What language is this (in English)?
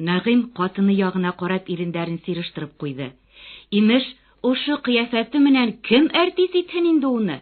Bashkir